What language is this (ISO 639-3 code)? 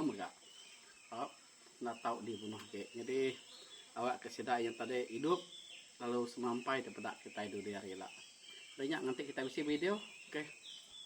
iba